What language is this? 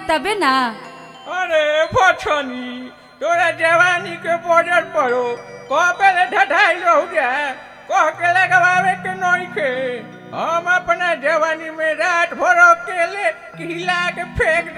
Bhojpuri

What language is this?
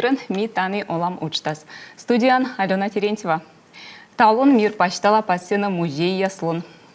Komi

